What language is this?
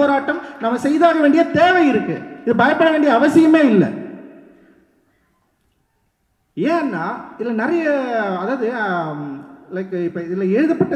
Tamil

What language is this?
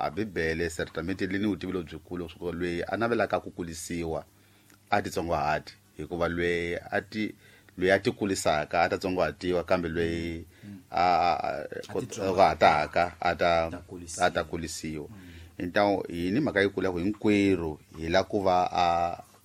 Tsonga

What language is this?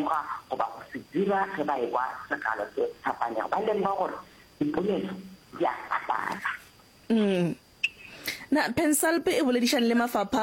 Northern Sotho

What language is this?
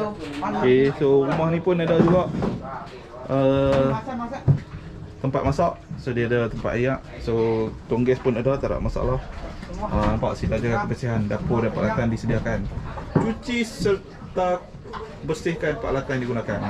Malay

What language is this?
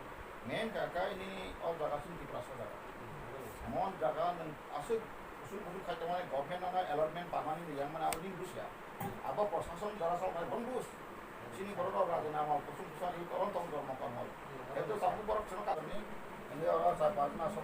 Kok Borok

